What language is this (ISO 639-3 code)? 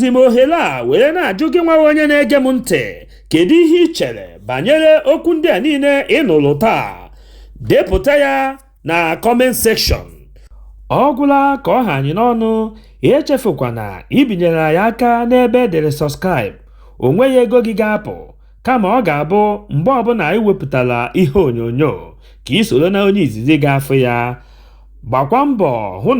ibo